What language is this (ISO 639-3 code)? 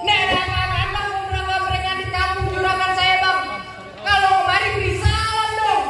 bew